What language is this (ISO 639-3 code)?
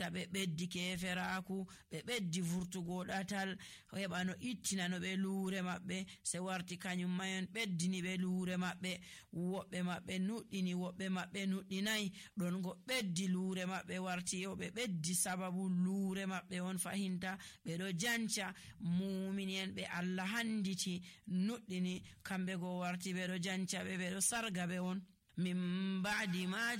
fuv